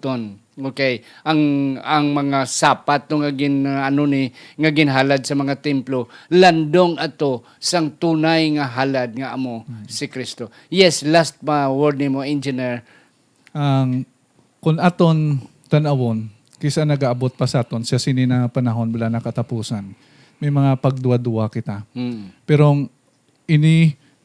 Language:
Hiligaynon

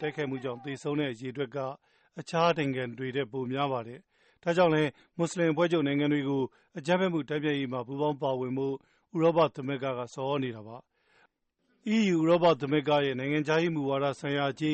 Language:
Burmese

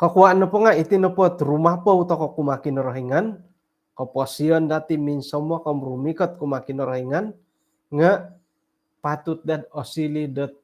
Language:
Central Dusun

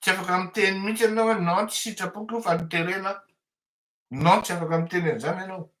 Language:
Malagasy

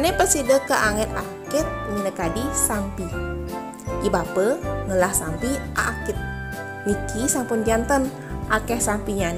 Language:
Balinese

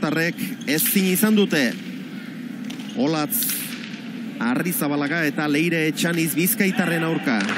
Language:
Basque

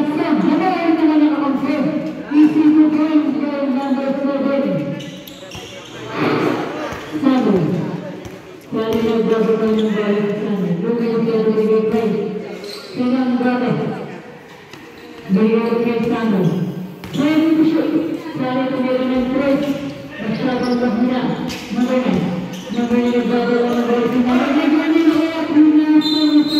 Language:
Filipino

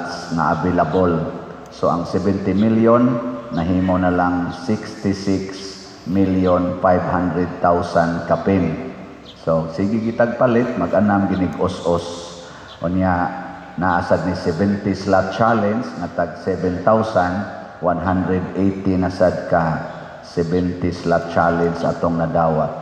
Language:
Cebuano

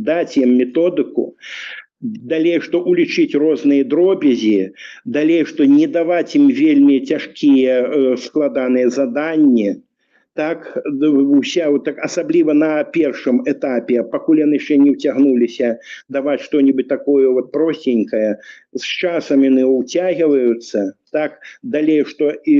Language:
Belarusian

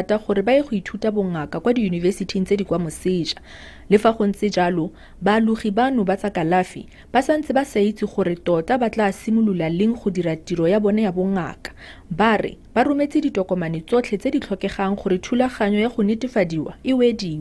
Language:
Tswana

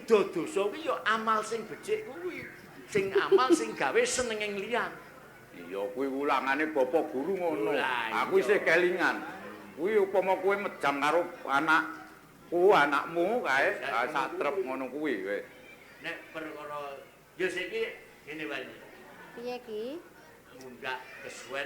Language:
Javanese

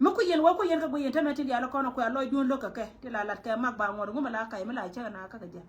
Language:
Nuer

